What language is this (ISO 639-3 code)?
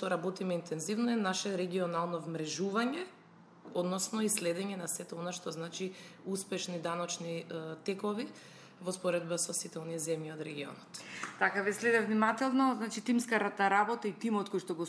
mkd